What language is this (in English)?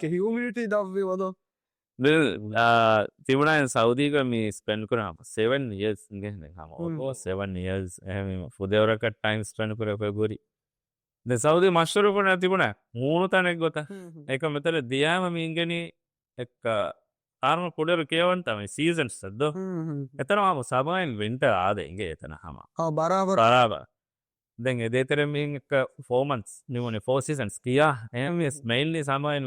Divehi